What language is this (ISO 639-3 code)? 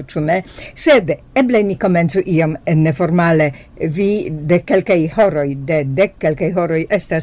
epo